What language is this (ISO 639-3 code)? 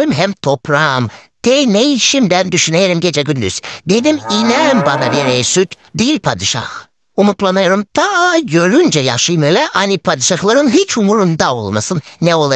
gag